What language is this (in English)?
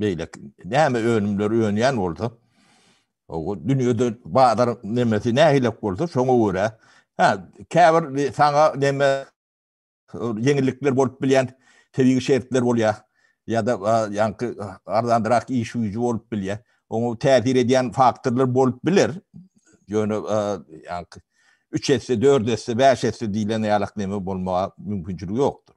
Turkmen